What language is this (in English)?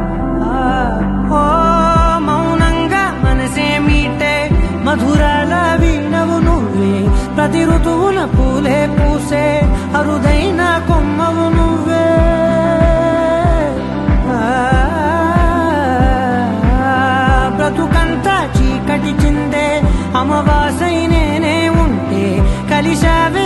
Telugu